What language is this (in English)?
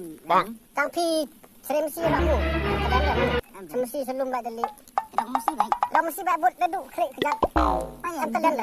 Khasi